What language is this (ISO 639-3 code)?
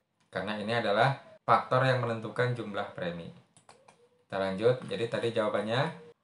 ind